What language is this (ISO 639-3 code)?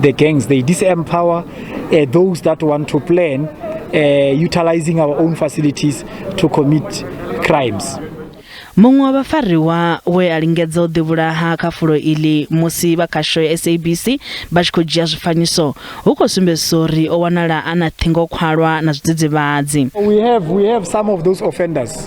ven